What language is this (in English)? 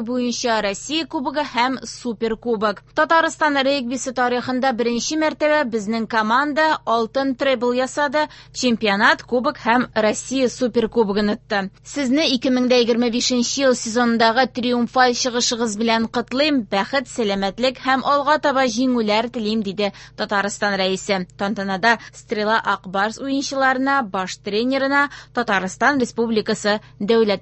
Tatar